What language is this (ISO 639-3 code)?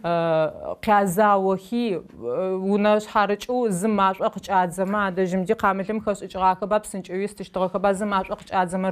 ady